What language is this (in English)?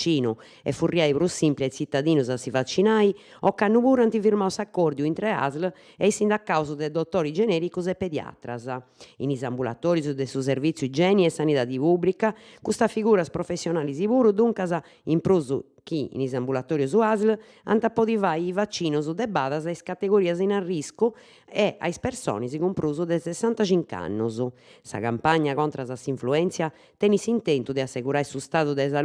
Sardinian